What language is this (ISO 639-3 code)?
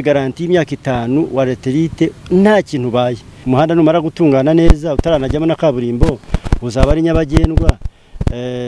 kin